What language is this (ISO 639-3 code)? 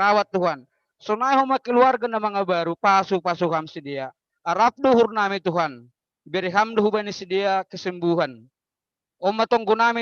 bts